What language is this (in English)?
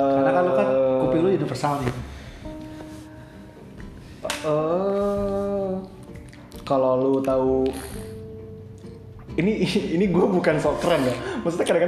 Indonesian